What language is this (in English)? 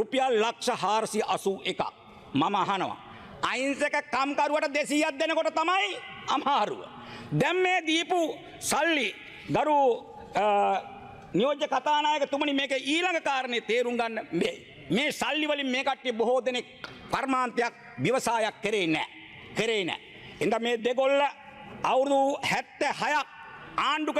Sinhala